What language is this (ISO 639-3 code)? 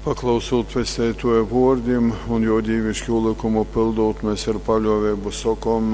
ltg